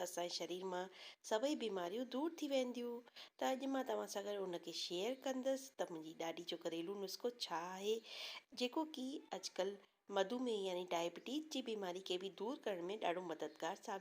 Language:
Sindhi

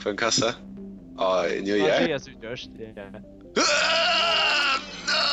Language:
Faroese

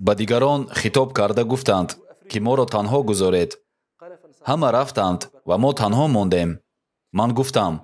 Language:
Tajik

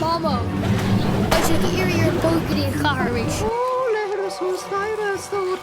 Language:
Irish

